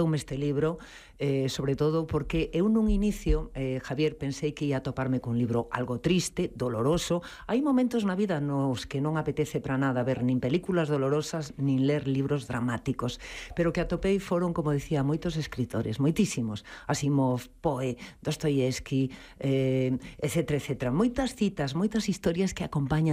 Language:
Galician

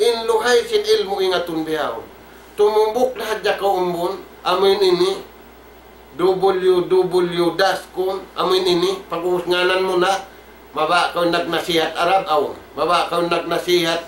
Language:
Tausug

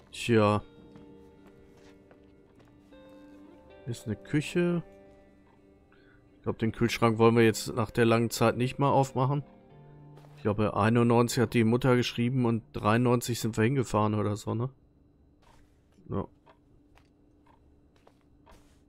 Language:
German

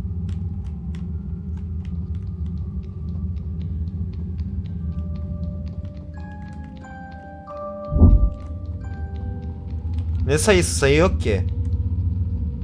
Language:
Turkish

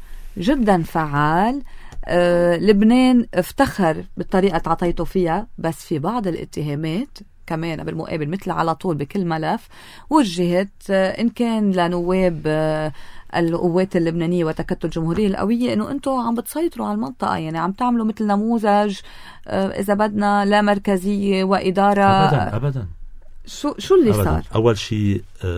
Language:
North Levantine Arabic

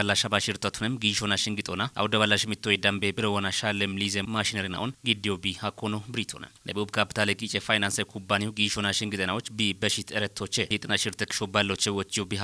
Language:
Kafa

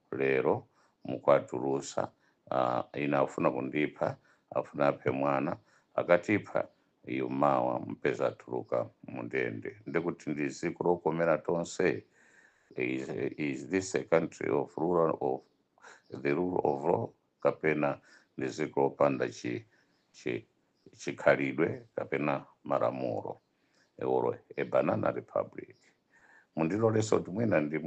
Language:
Nyanja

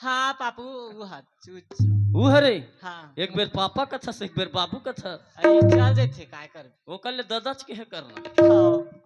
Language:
Chhattisgarhi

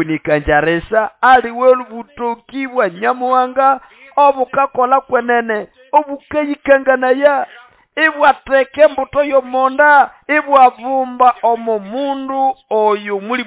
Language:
Nande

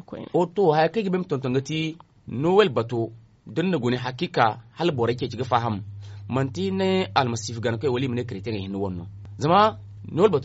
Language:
Zarma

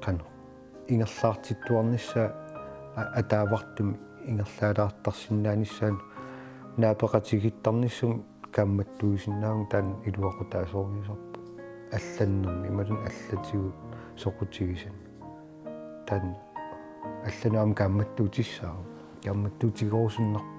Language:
Kalaallisut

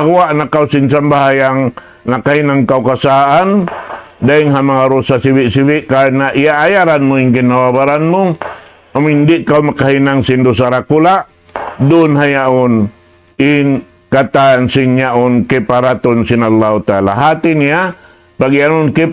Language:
Tausug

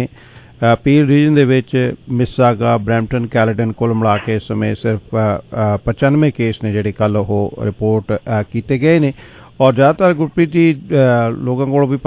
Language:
Punjabi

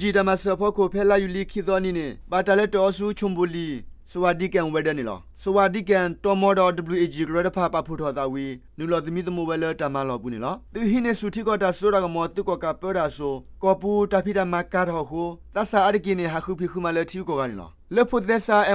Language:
S'gaw Karen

